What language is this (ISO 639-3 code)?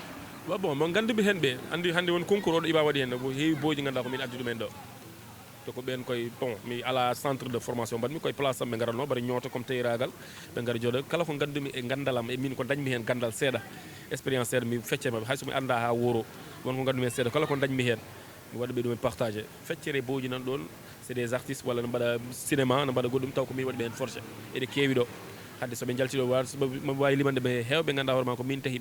ful